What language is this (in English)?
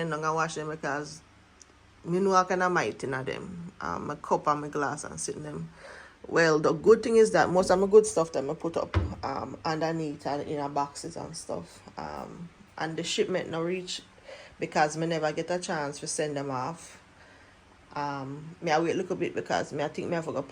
Jamaican Creole English